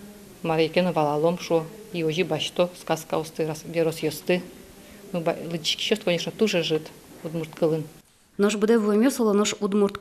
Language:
Udmurt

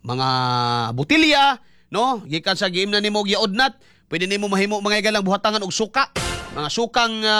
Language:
Cebuano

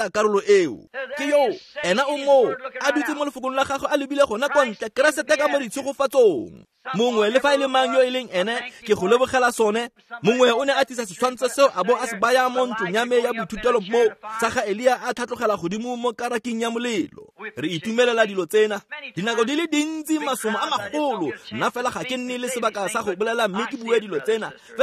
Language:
Tswana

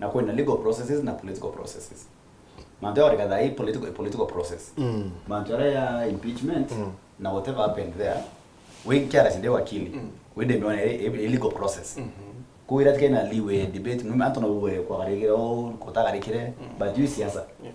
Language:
Meru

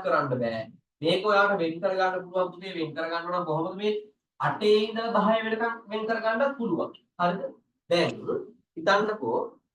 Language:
Sinhala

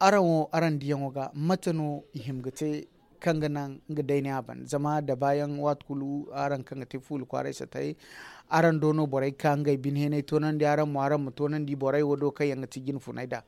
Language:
Zarma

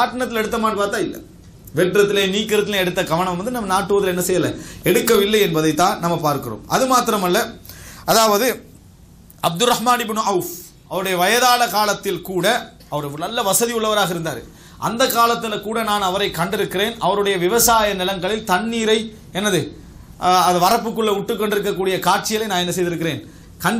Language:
Tamil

